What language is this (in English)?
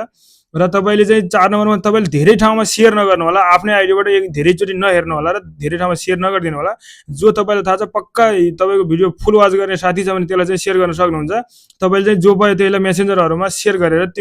Nepali